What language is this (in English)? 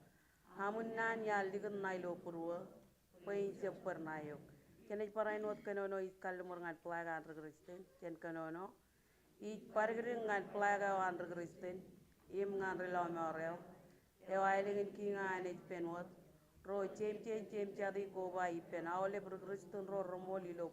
Marshallese